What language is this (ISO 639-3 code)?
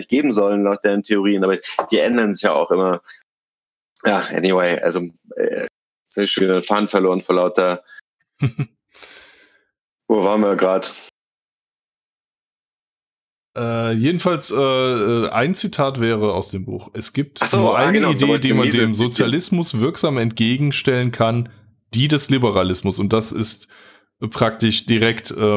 deu